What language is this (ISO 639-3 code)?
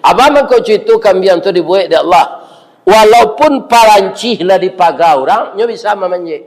min